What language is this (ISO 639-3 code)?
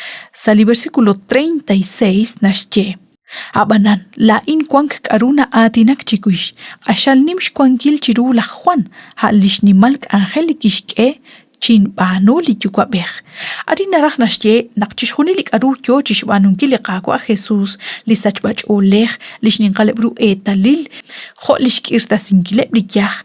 kek